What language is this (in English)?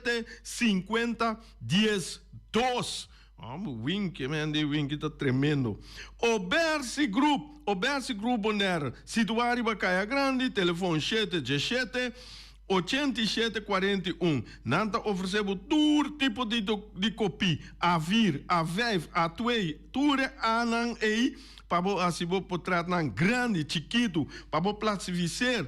Papiamento